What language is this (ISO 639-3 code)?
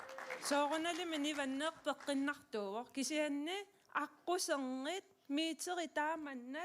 kal